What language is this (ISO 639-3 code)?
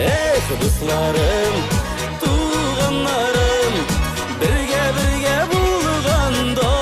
tat